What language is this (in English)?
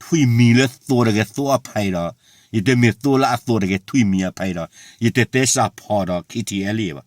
S'gaw Karen